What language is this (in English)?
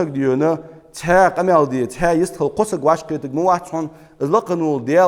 Ingush